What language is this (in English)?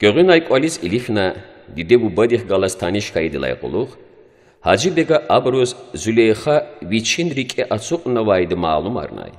Lezghian